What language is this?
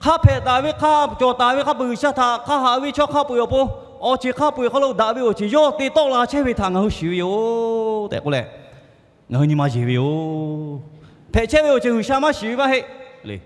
Lahu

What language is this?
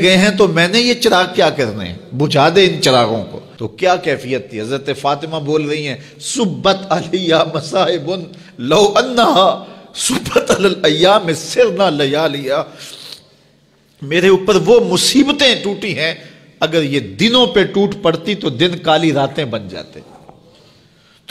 Urdu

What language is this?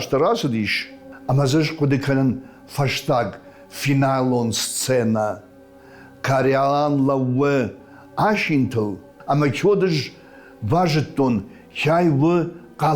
Ossetic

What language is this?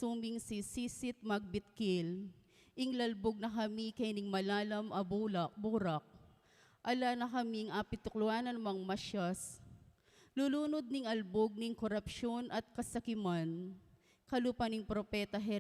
Pampanga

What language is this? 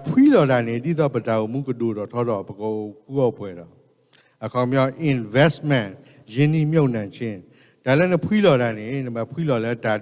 S'gaw Karen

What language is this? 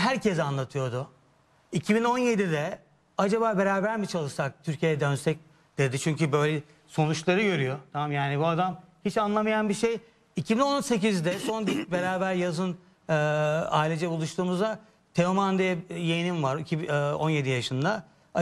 Turkish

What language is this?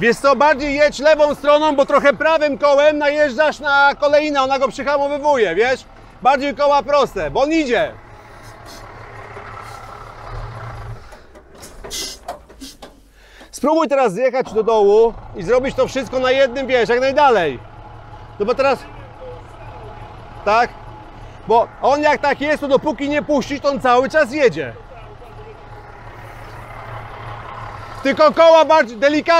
Polish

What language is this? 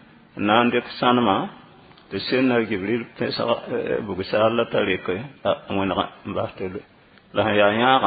Mossi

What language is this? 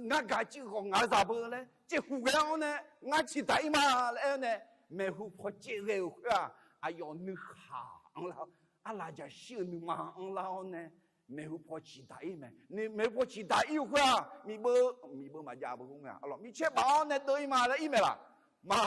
Akha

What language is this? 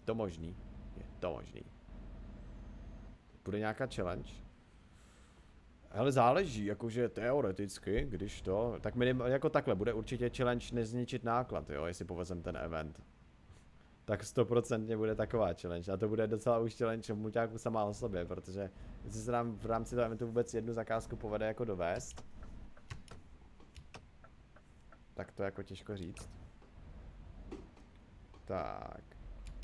Czech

